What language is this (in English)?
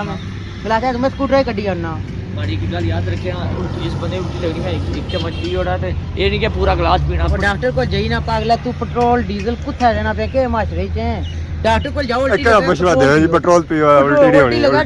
Pahari-Potwari